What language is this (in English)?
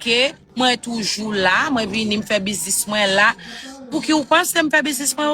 Haitian Creole